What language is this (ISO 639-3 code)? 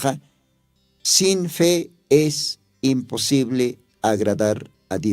aym